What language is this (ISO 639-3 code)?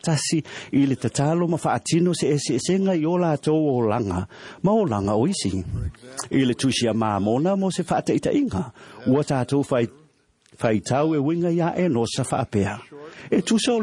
smo